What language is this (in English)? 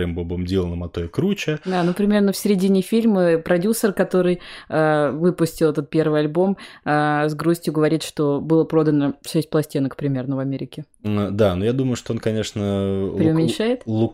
Russian